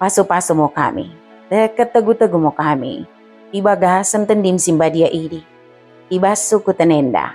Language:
Batak Dairi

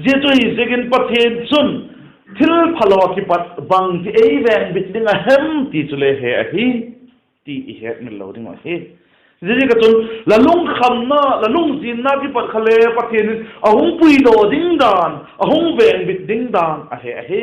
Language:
Vaiphei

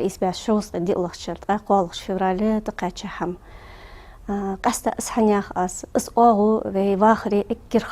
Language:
Ingush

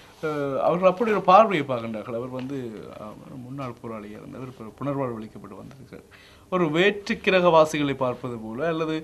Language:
Tamil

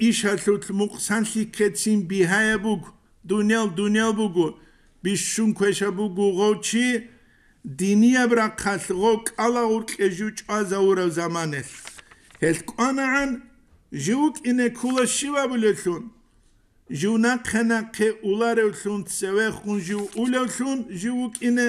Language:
Avaric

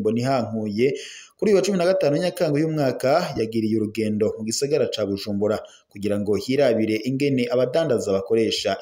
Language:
Rundi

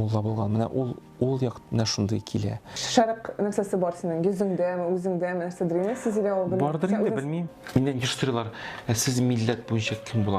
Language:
Tatar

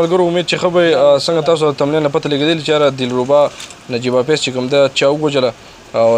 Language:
Pashto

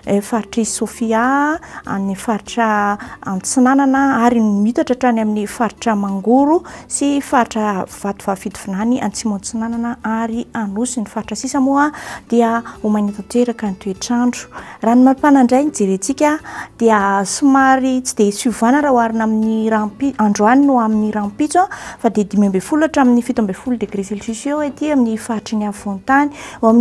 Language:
Malagasy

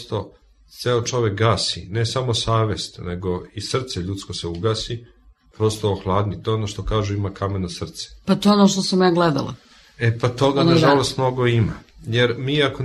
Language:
Serbian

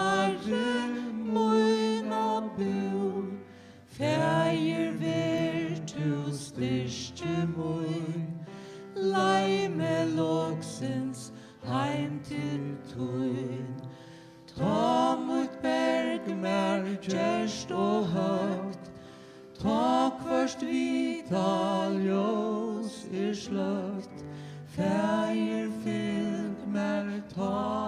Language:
Faroese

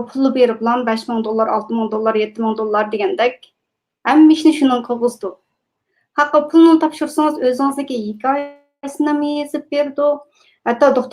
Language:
Uyghur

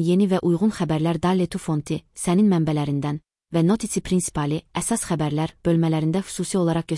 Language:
Azerbaijani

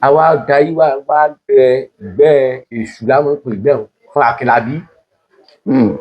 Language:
Yoruba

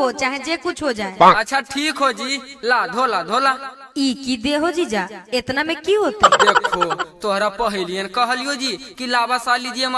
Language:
Magahi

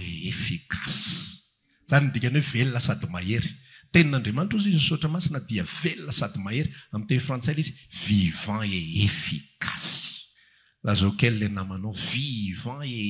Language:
Malagasy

